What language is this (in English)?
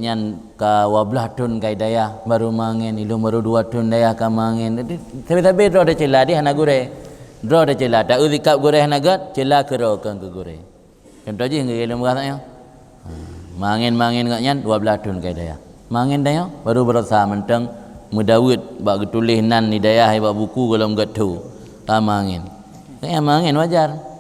Achinese